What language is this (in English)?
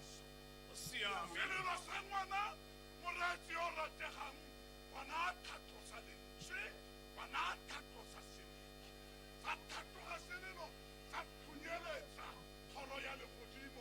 Tswana